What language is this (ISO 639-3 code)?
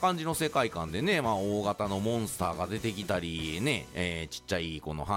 jpn